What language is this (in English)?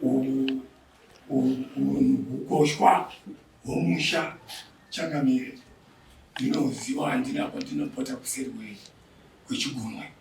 Shona